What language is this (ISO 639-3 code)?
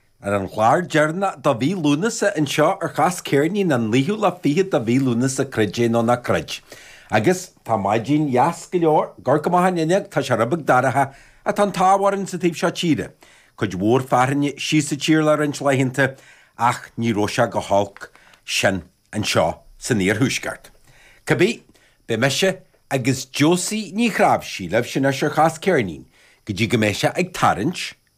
gle